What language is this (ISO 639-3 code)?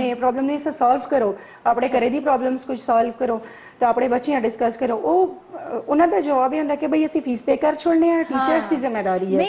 pan